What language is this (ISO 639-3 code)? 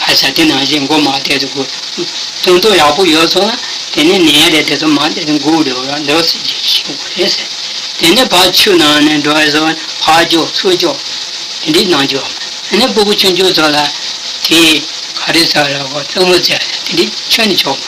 bod